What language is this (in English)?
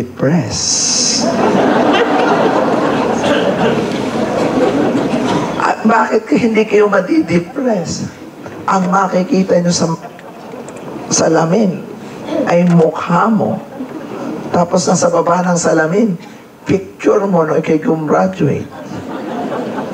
Filipino